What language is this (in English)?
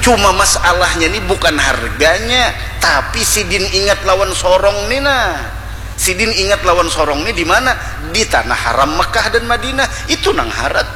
Banjar